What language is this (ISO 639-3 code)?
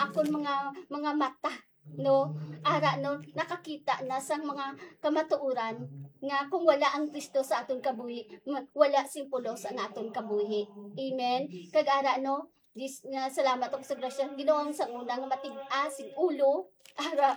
hil